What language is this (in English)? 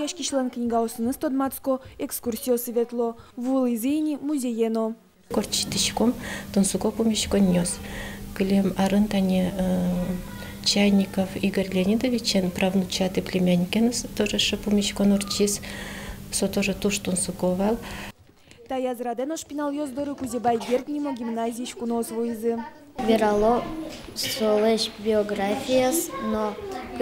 Udmurt